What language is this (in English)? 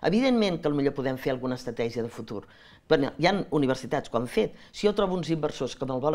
Catalan